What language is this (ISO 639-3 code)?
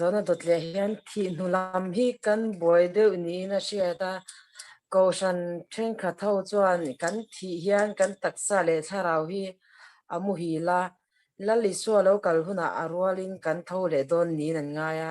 lus